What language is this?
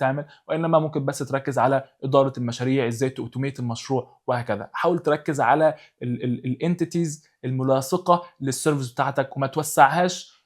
Egyptian Arabic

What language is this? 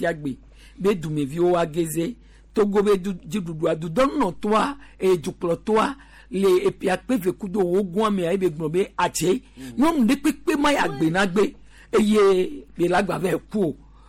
Gen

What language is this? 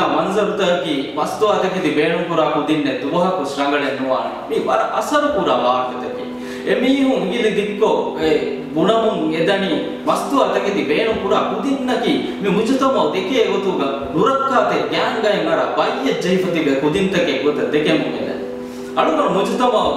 Divehi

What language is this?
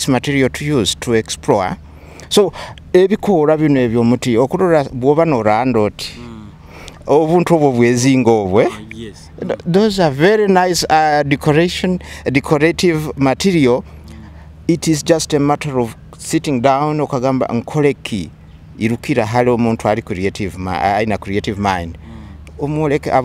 Nyoro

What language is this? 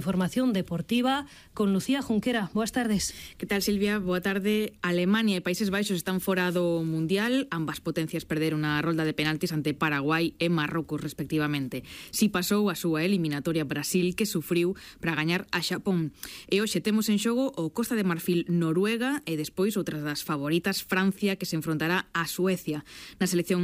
Galician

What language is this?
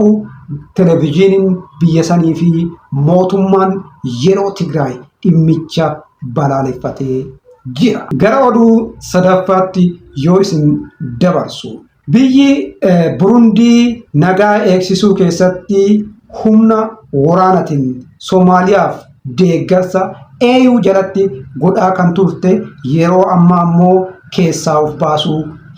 Oromo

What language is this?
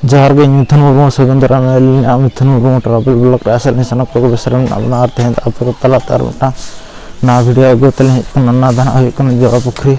Santali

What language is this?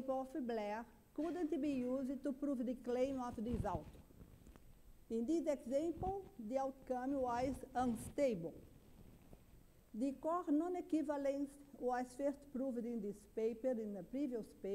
English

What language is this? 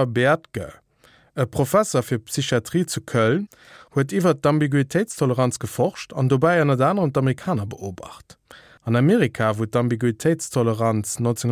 Luxembourgish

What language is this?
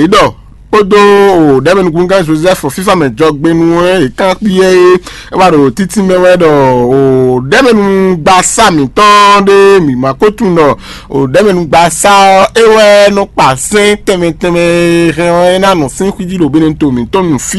Fon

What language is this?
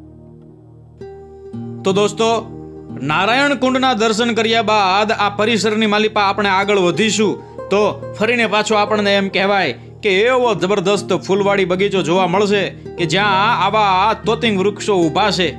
Gujarati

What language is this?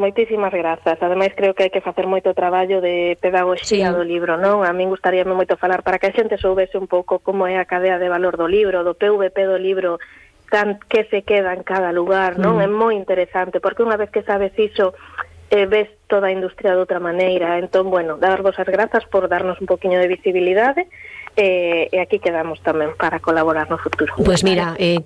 Galician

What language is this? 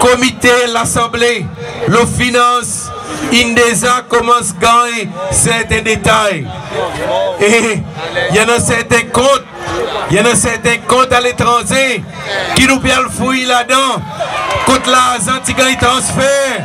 Seselwa Creole French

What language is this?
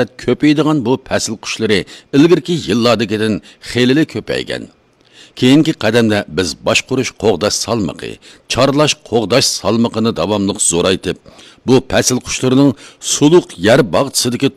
Uyghur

